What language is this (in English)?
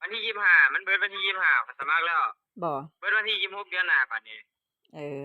Northeastern Thai